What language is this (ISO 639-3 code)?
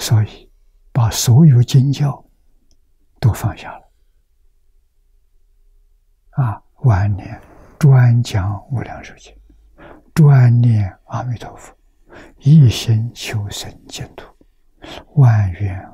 zho